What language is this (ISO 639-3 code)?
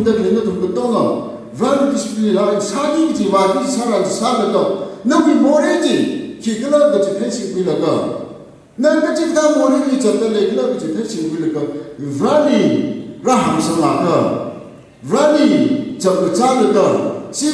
nmf